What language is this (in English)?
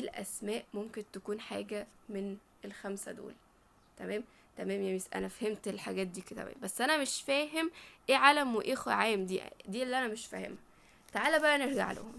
Egyptian Arabic